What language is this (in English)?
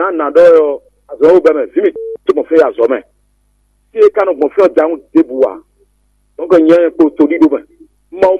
Fon